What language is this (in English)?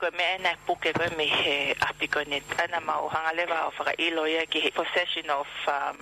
Tongan